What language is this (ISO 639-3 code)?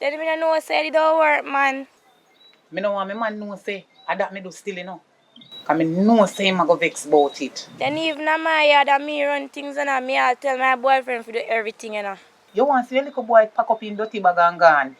jam